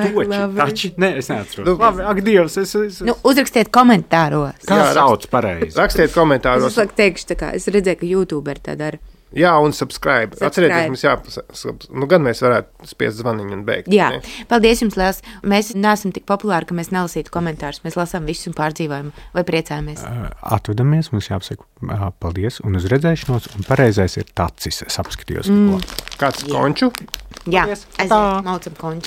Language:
Latvian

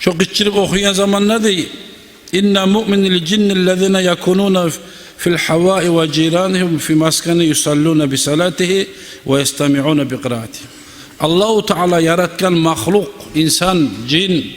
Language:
Kumyk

